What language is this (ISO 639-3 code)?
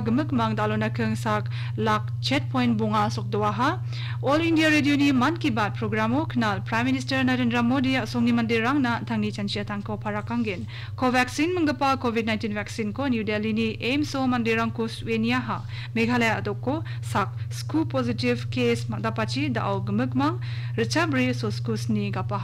grt